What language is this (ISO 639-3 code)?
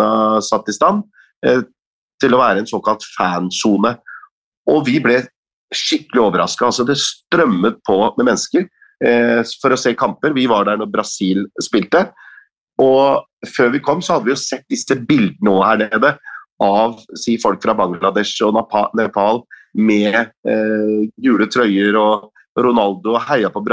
nor